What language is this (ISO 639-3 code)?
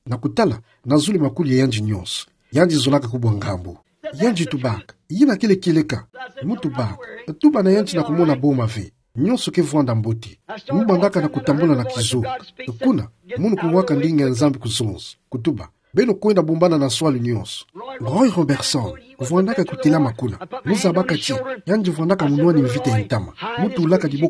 ktu